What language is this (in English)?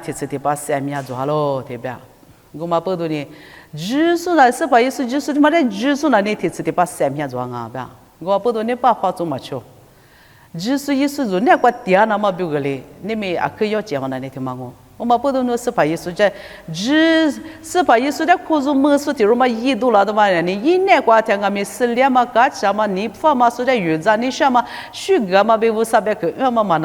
Lisu